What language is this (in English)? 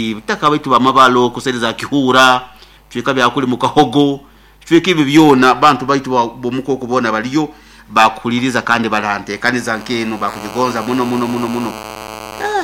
Nyoro